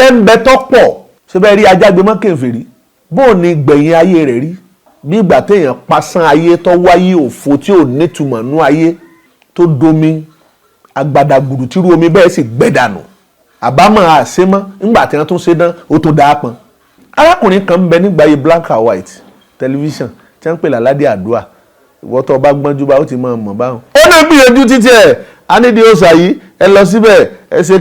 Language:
Yoruba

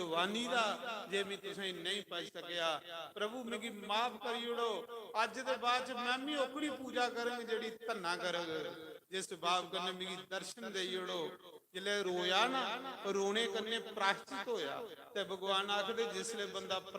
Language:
Dogri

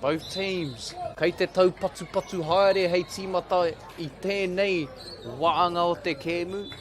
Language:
Māori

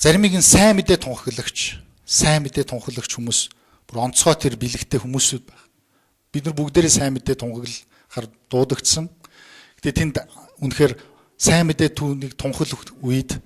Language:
Mongolian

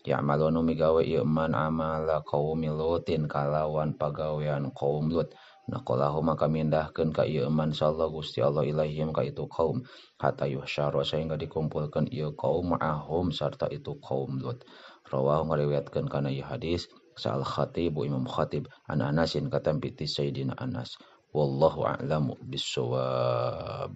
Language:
Sundanese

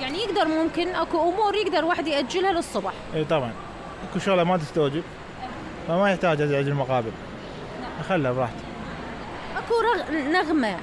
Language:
Mesopotamian Arabic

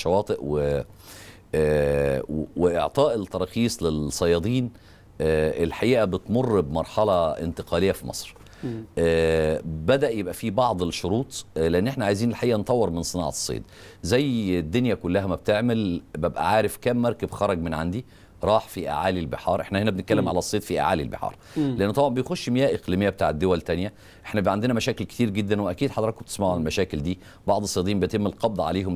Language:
Egyptian Arabic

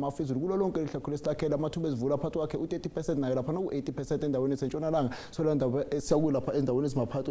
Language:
Zulu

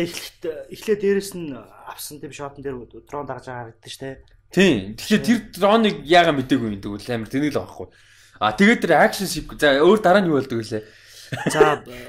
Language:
Mongolian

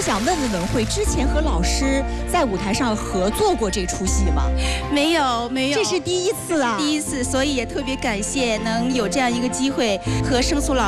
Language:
Chinese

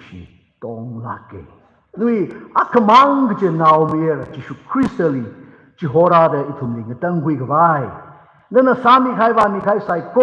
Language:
Tangkhul Naga (India)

